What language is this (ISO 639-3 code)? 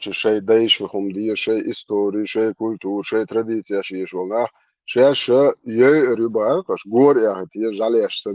che